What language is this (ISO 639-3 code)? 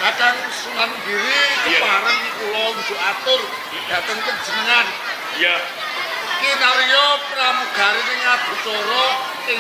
jav